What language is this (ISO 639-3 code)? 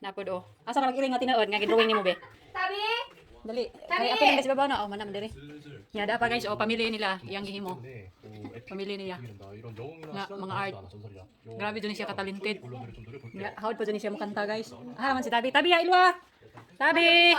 ceb